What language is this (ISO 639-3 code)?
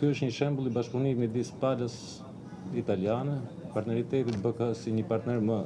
sqi